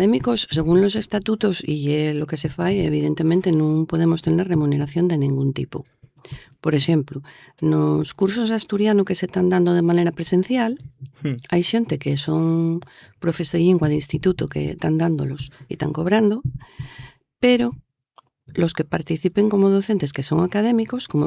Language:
Asturian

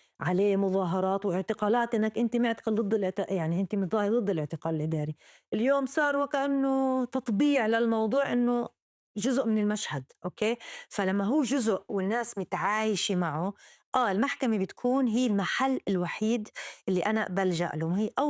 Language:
North Levantine Arabic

